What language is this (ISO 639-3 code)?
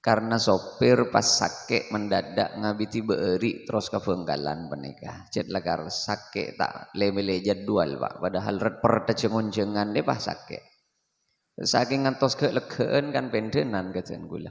mad